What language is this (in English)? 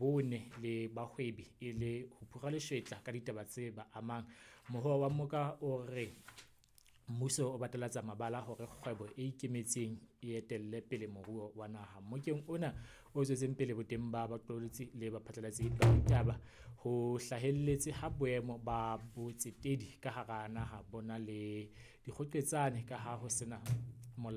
Southern Sotho